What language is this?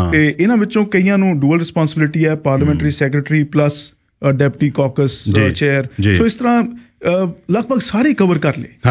Punjabi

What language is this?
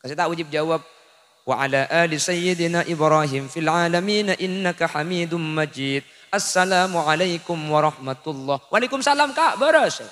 Madurese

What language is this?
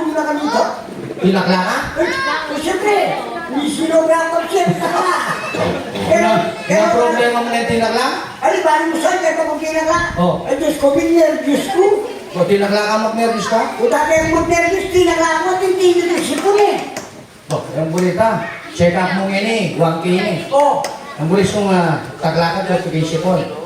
Pampanga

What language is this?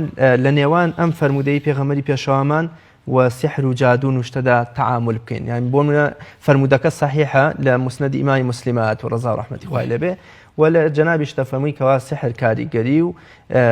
Central Kurdish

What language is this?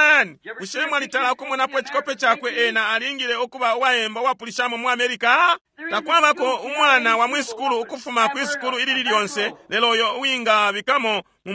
Bemba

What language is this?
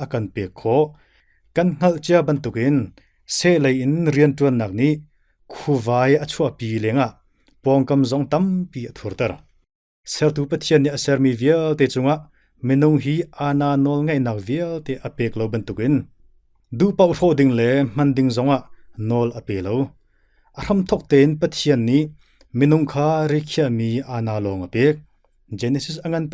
Hakha Chin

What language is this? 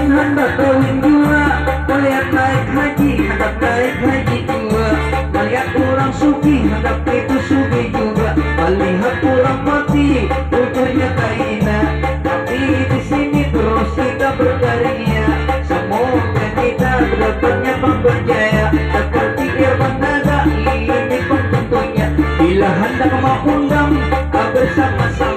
Banjar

